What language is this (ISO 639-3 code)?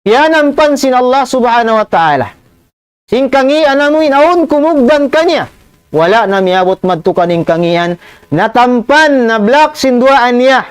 tsg